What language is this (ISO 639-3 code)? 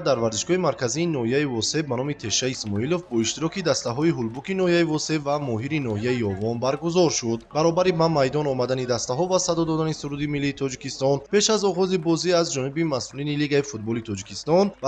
tgk